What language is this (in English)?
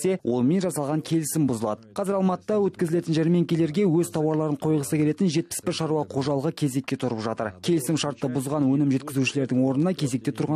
Kazakh